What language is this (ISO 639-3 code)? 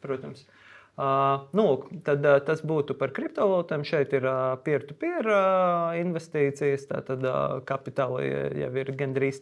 lav